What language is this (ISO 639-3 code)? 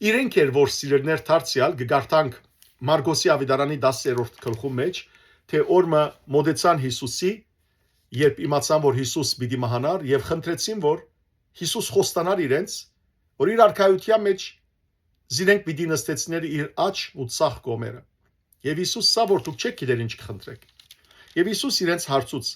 hyw